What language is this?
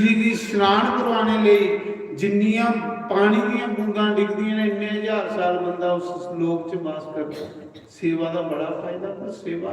Dogri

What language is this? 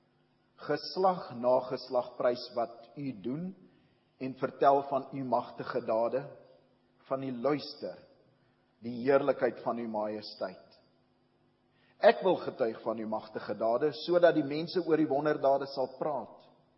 Afrikaans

